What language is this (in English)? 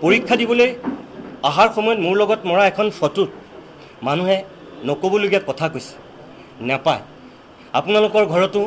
Assamese